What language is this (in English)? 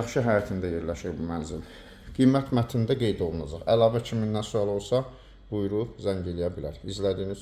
Azerbaijani